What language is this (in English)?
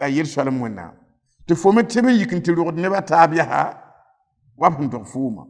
Mossi